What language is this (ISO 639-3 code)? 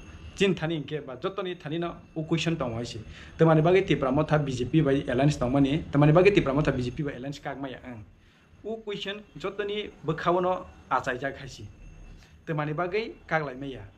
trp